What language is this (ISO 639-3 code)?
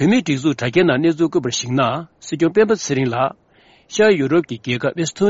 bod